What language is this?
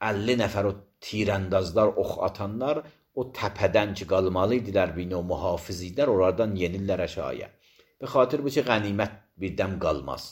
Azerbaijani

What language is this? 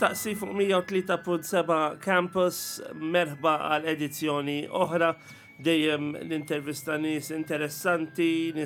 Maltese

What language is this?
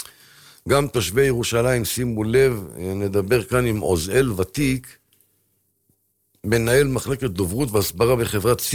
Hebrew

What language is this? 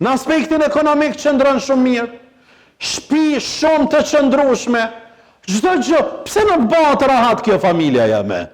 Albanian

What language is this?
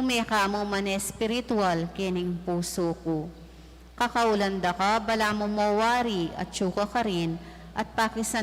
Pampanga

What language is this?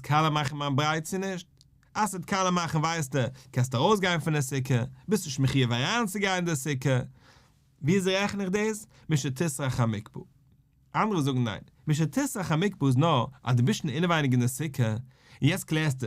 Yiddish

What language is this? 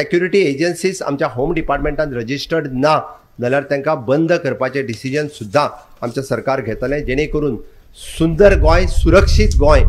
Konkani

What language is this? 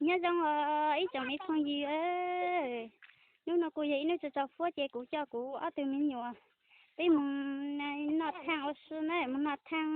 Hmong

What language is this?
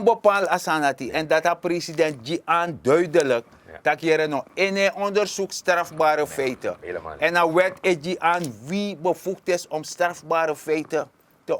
Sranan Tongo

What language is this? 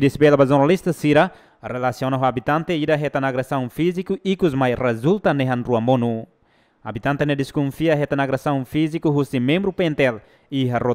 Tetum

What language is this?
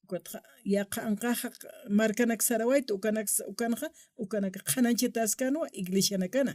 Aymara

